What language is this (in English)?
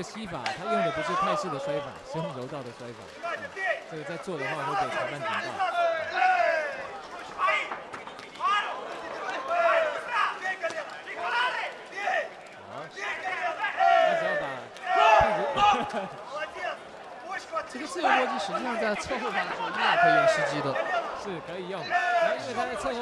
Chinese